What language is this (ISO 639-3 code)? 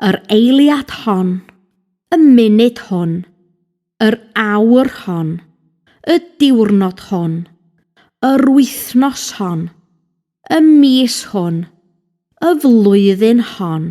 cym